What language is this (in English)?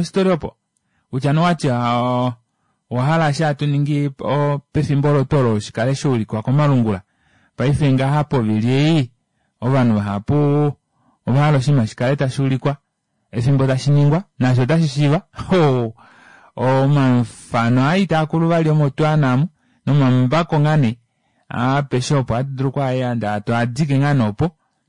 Kuanyama